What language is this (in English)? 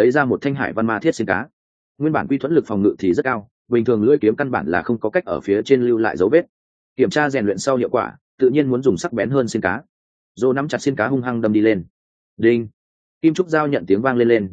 Vietnamese